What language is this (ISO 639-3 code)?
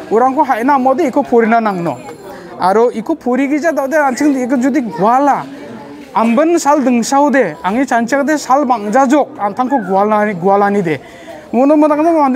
grt